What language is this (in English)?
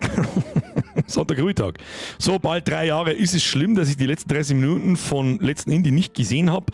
Bavarian